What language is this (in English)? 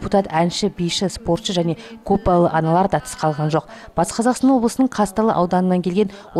Kazakh